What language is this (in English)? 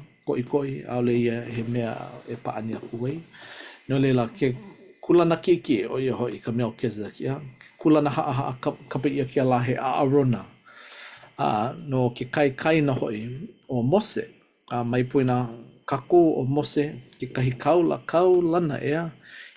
Hawaiian